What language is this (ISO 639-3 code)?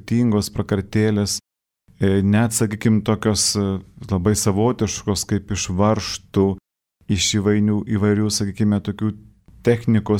lit